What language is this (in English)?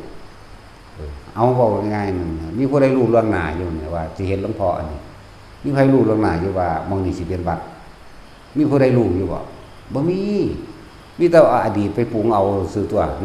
Northeastern Thai